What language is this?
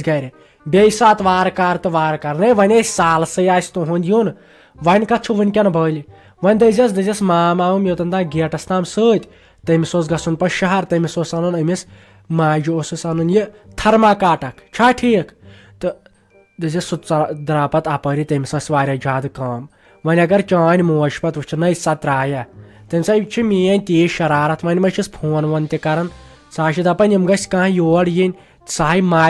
Kashmiri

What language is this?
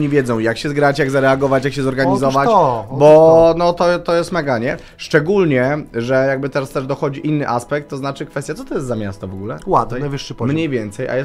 Polish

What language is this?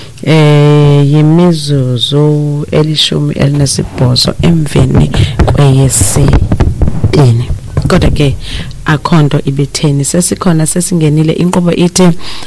Xhosa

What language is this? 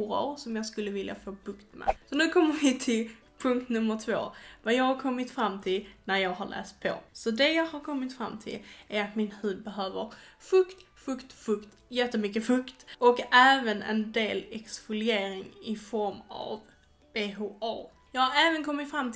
Swedish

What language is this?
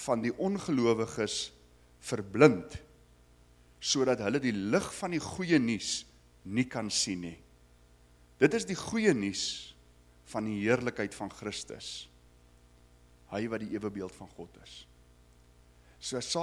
Afrikaans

